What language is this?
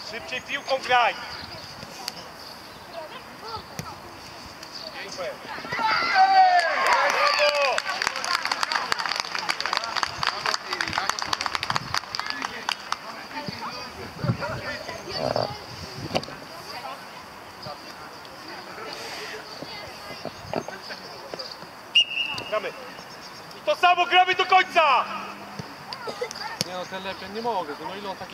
Polish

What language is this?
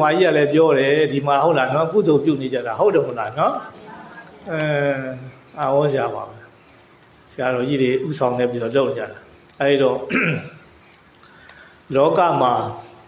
Burmese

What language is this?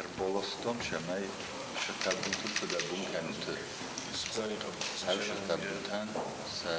Ossetic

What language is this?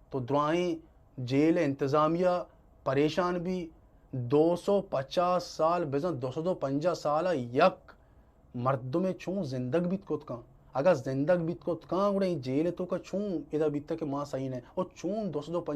Baluchi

